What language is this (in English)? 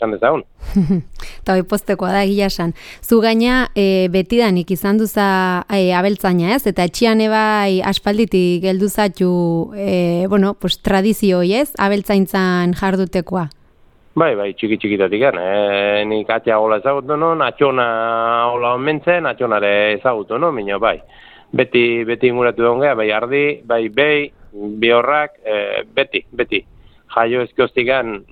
Basque